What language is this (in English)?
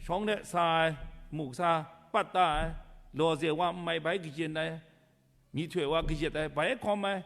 Kachin